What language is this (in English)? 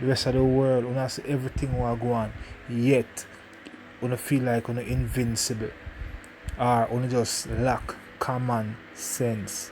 Jamaican Creole English